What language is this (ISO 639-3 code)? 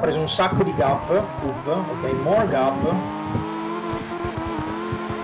ita